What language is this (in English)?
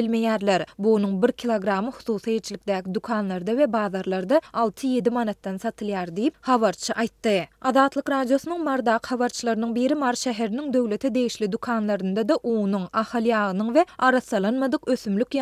Turkmen